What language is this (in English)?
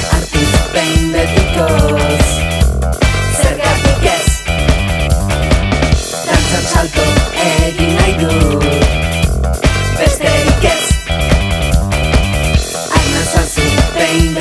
Basque